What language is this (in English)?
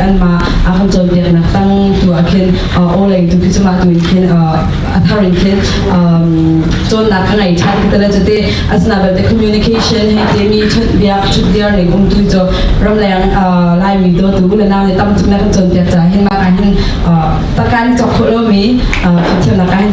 Hakha Chin